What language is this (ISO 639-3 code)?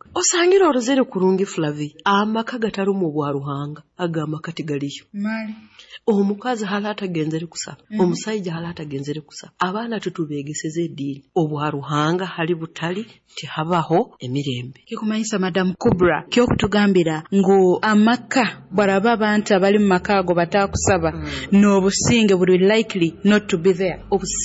nyo